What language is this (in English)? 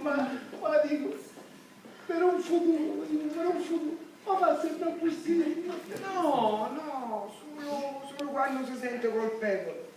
Sicilian